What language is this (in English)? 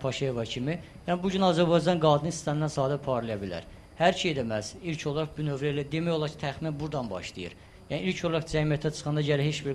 Azerbaijani